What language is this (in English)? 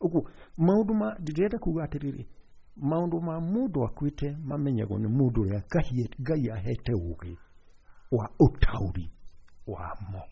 Kikuyu